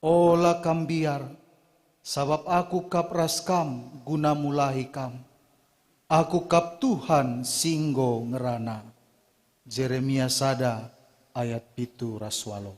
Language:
Batak Karo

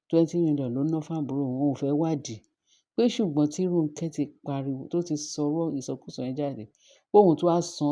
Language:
Yoruba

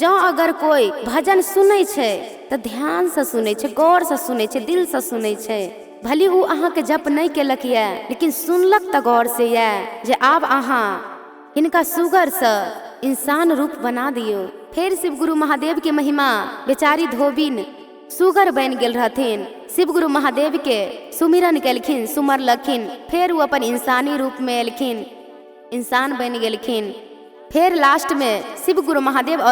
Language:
Maithili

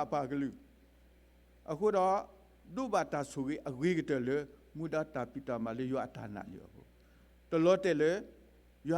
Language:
S'gaw Karen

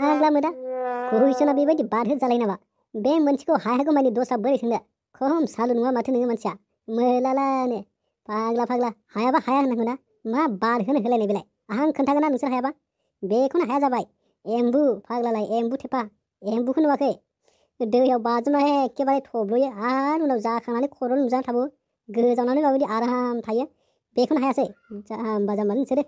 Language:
Bodo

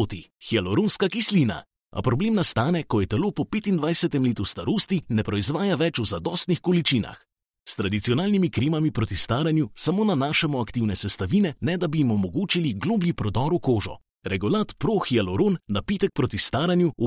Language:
Slovenian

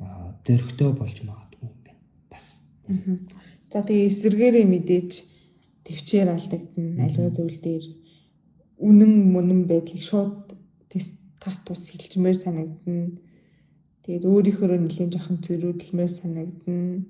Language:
Mongolian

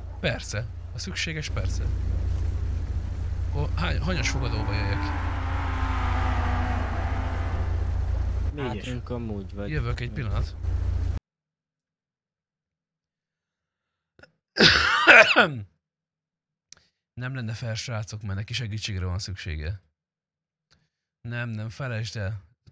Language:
Hungarian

